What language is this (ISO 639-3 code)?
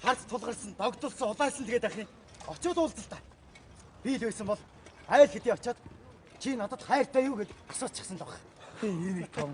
mon